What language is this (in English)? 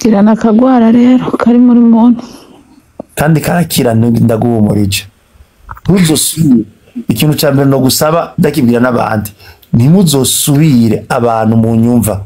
Rundi